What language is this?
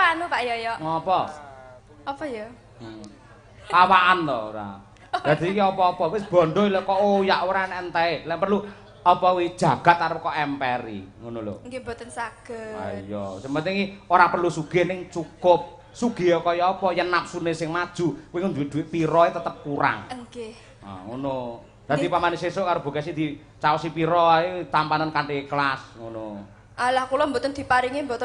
Javanese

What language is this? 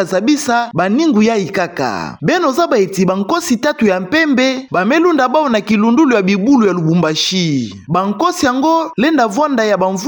Kituba (Democratic Republic of Congo)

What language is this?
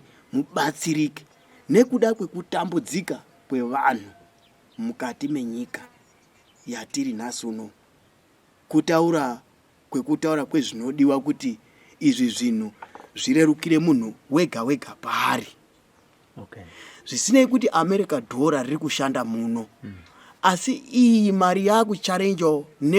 Shona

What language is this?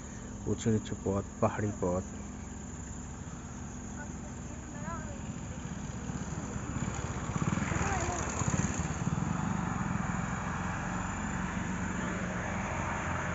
Bangla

